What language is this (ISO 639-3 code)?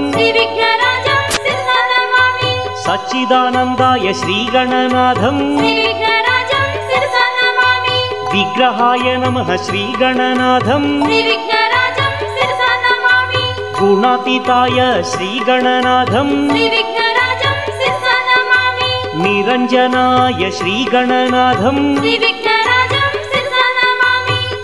tel